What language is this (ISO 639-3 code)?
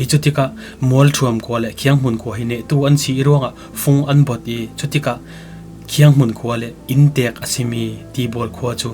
cfm